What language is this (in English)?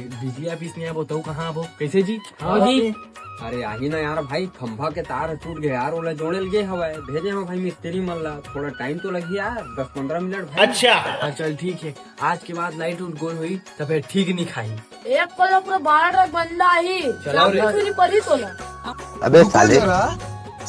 Chhattisgarhi